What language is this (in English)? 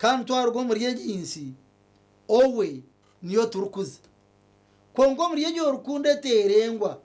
Nyankole